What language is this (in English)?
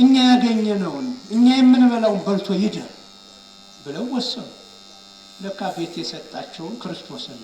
Amharic